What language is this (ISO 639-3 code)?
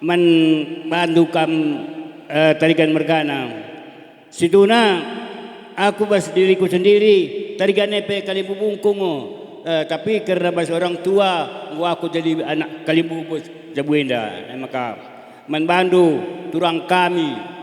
btx